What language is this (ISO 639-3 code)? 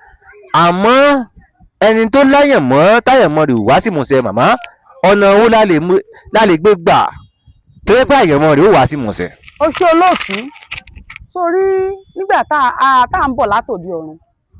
yor